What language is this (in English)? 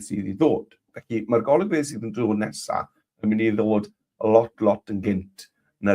Welsh